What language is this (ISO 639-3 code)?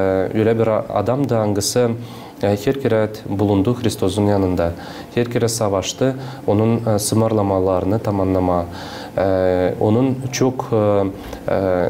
gag